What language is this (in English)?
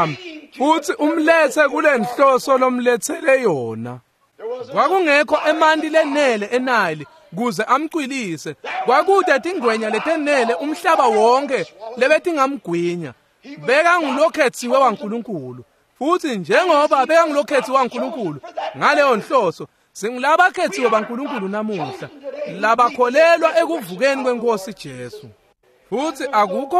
Swati